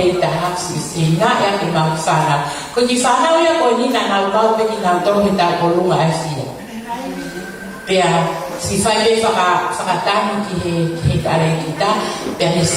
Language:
Tongan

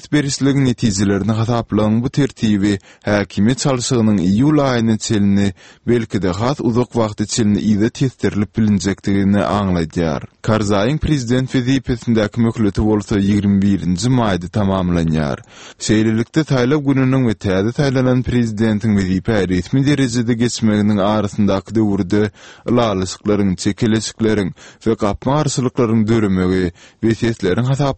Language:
Turkmen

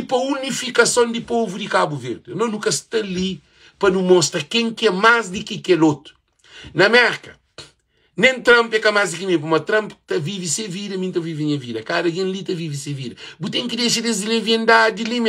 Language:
Kabuverdianu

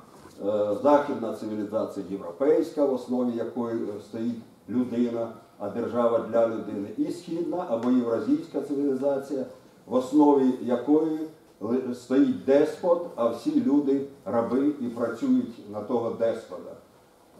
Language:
Ukrainian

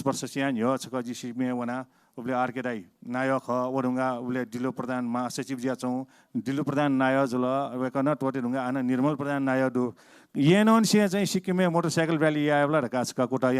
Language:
Newari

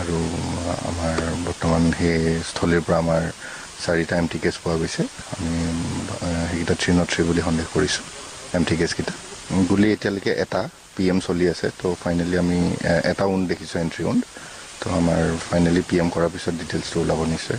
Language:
Assamese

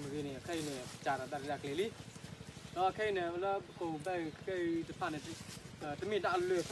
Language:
S'gaw Karen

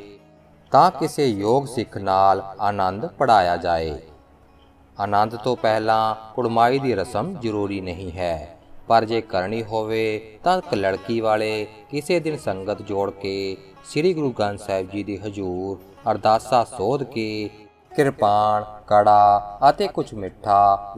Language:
Punjabi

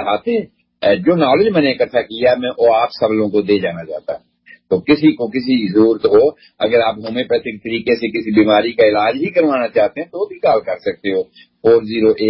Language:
Urdu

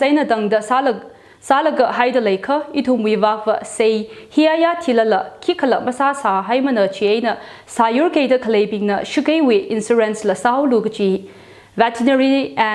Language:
Tangkhul Naga (India)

